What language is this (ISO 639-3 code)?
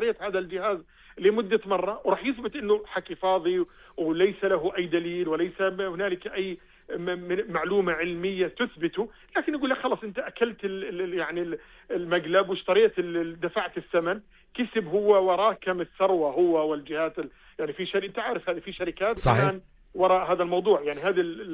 apc